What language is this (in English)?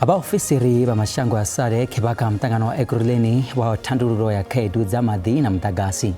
Venda